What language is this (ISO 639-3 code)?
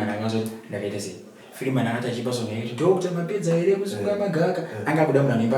sna